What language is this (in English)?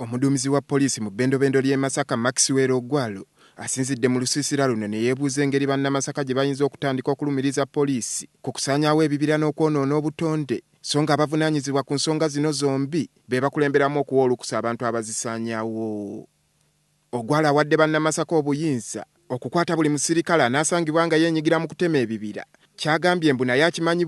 Ganda